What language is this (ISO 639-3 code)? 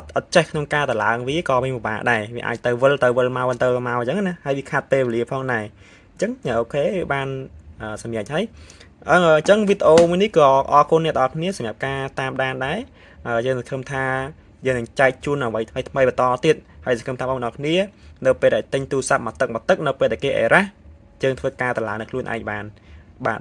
khm